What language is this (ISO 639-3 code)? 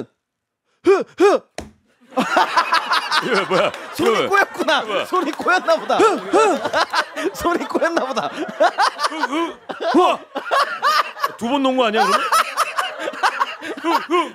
kor